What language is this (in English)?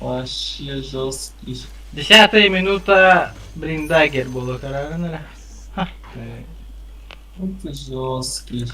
Yakut